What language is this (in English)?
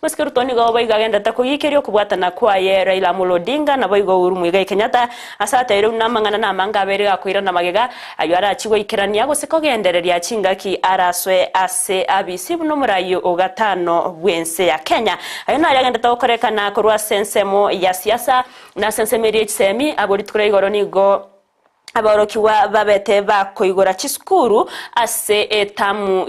Gusii